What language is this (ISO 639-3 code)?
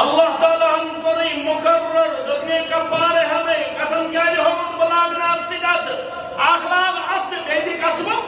kas